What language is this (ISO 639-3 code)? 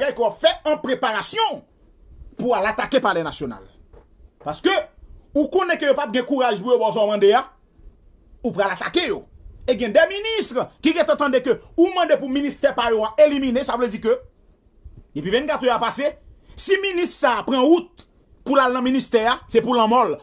hat